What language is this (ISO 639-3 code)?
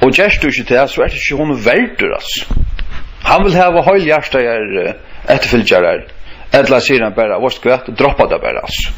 fao